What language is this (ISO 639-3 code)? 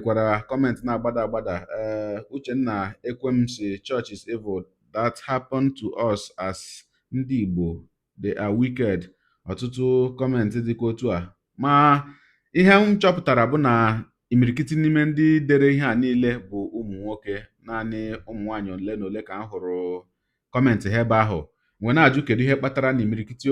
ibo